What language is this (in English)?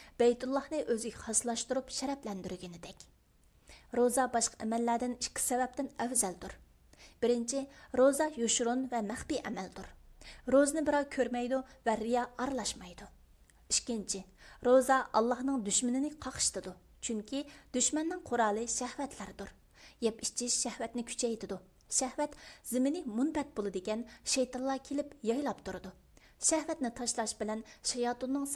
Uyghur